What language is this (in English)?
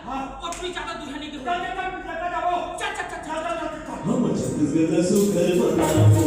Chhattisgarhi